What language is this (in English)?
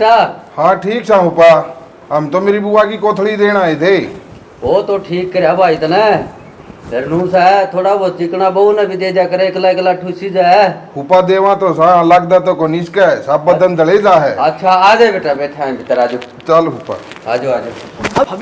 Haryanvi